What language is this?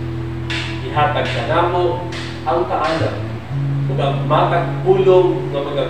Cebuano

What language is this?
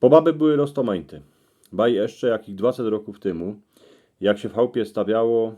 Silesian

